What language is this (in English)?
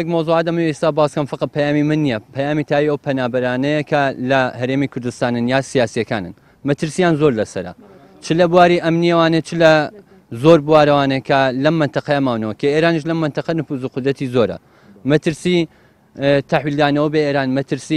Central Kurdish